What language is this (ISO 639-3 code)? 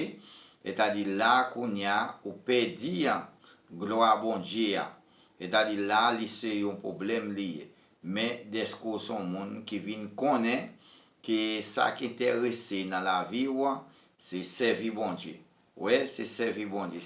hat